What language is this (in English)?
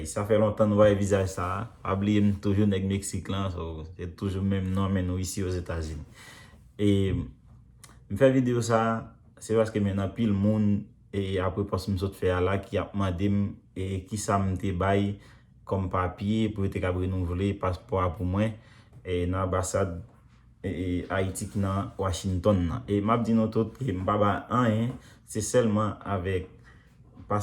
Haitian Creole